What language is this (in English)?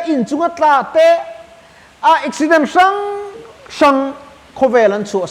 Mizo